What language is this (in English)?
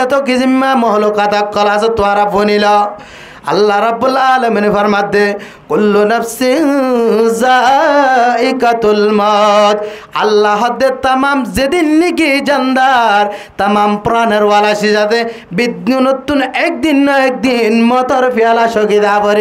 Rohingya